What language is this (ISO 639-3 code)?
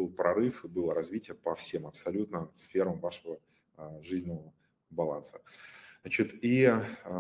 rus